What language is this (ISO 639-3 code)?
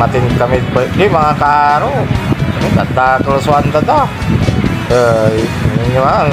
pag